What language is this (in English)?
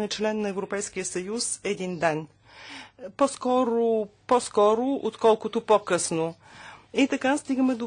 Bulgarian